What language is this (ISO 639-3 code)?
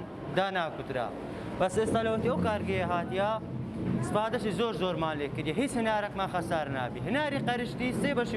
ckb